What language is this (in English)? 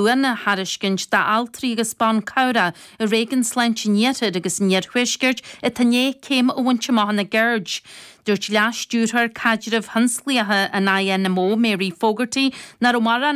Irish